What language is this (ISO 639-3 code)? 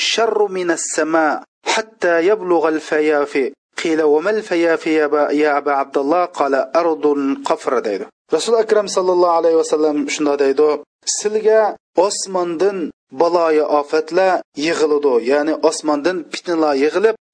uig